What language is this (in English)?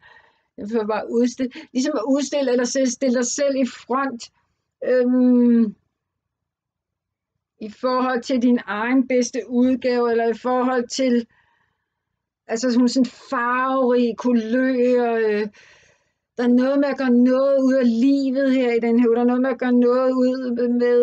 Danish